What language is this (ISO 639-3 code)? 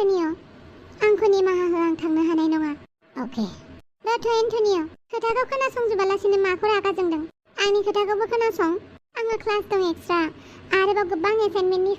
brx